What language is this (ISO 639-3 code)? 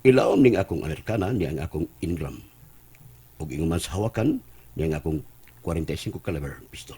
ceb